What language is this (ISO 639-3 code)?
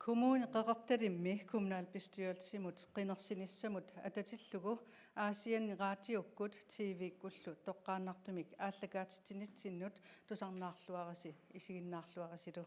kal